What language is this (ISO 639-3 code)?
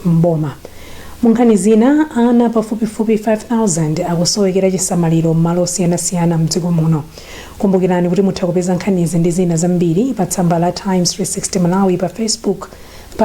nya